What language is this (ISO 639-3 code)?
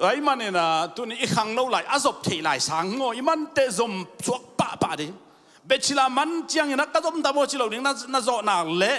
ctd